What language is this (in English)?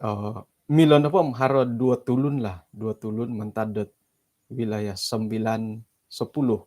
Central Dusun